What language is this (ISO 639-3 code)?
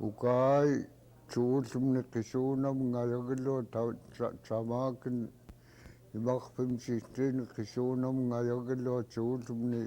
esu